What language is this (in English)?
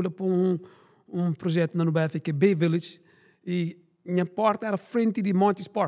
Kabuverdianu